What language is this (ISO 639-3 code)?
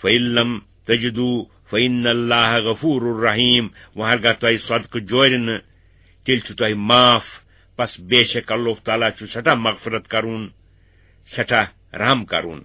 kas